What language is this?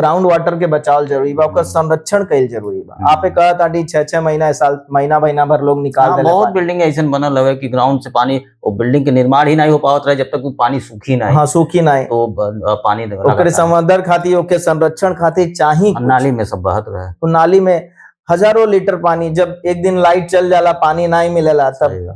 Bhojpuri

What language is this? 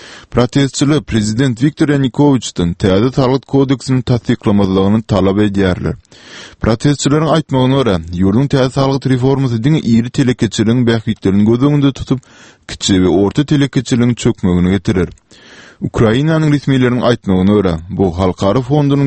Turkmen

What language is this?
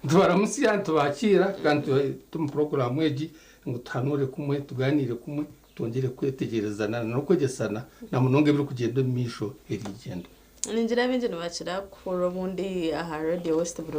Nyankole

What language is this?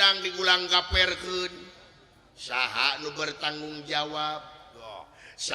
Sundanese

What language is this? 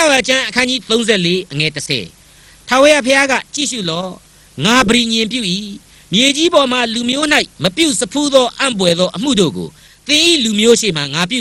Burmese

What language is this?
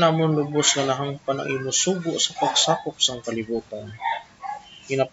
Hiligaynon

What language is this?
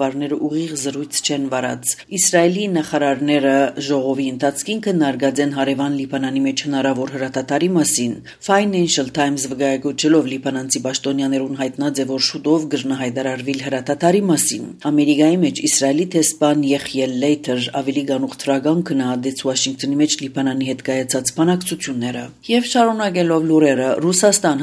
Armenian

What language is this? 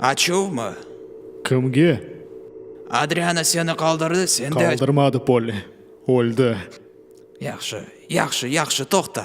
Crimean Tatar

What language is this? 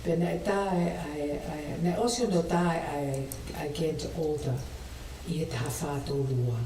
Tongan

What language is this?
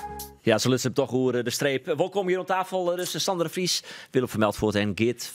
Western Frisian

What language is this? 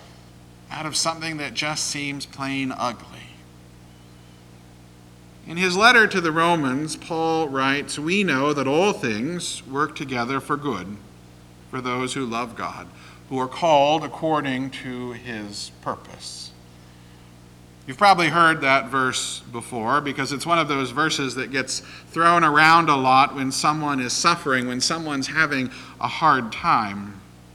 English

